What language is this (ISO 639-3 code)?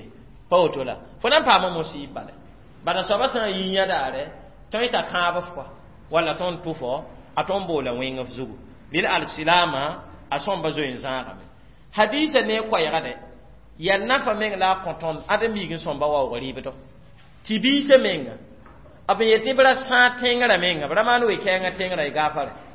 mos